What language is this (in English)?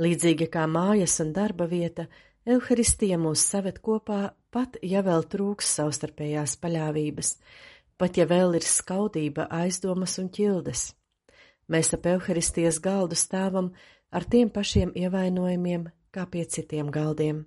Latvian